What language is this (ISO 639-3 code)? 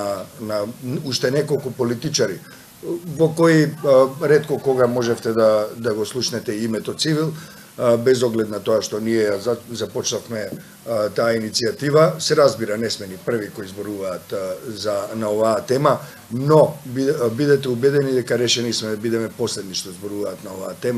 mkd